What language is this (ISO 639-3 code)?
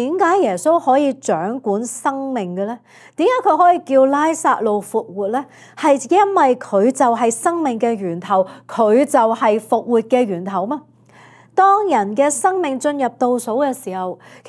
yue